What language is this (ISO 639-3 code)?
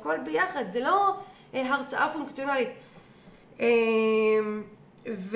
heb